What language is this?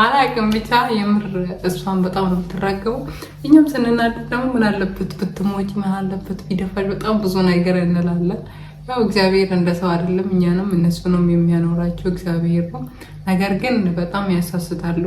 Amharic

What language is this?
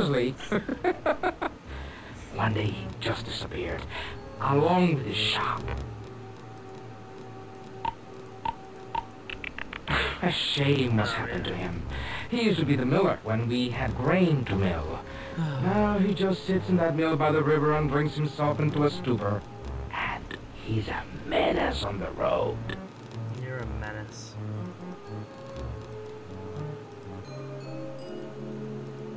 English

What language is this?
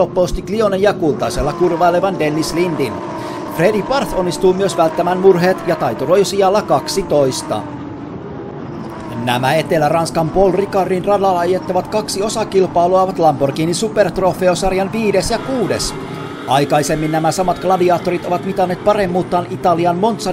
Finnish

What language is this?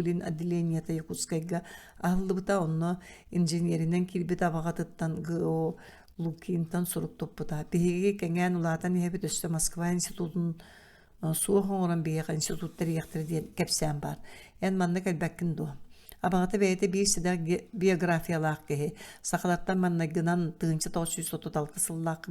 Yakut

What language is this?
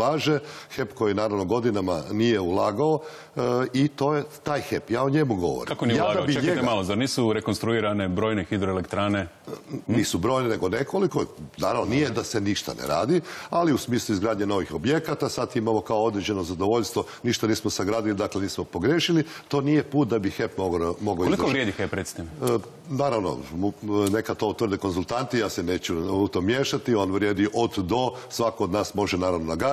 Croatian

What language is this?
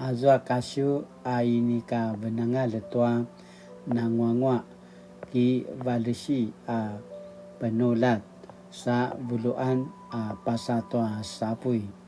Paiwan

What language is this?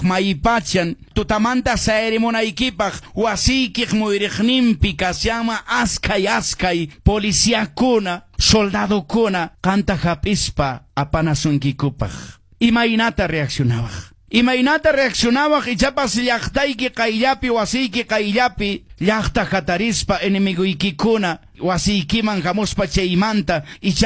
Quechua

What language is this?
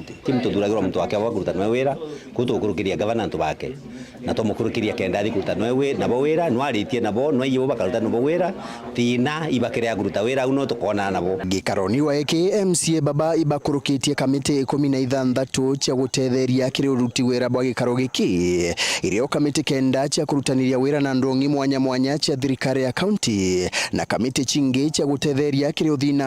Meru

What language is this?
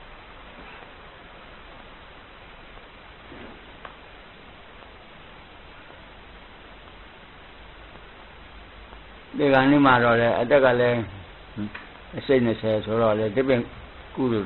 Burmese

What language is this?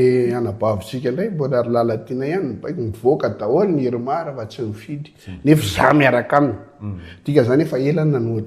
Malagasy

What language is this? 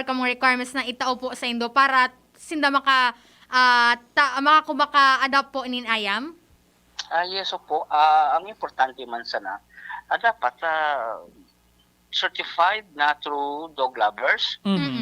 Bikol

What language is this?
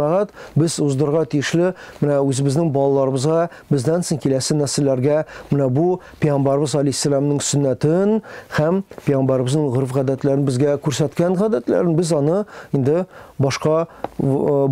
Tatar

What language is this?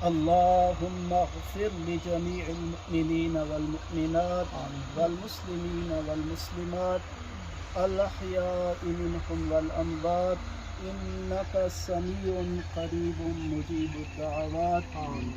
Pahari-Potwari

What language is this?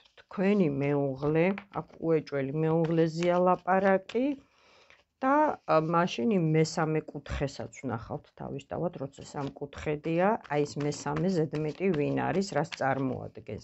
Georgian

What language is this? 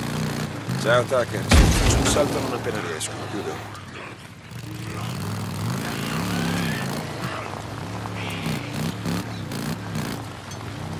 Italian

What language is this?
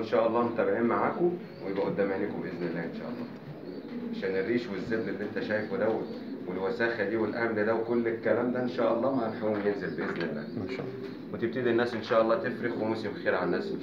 Egyptian Arabic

